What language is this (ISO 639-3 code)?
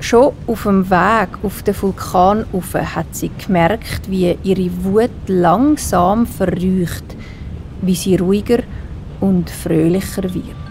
gsw